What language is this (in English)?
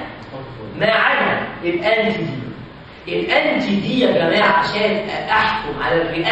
Egyptian Arabic